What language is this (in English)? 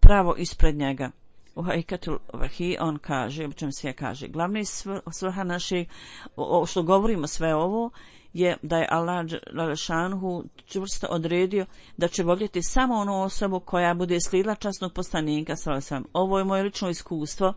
Bosnian